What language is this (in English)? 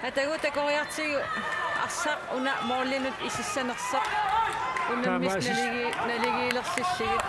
Kalaallisut